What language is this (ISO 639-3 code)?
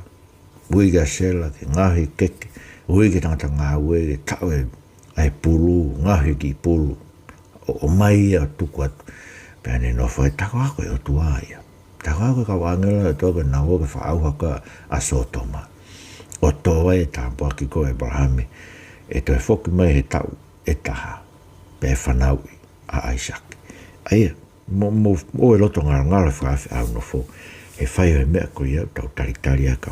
ton